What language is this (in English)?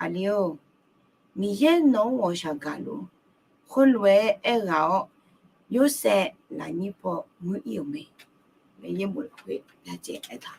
Akha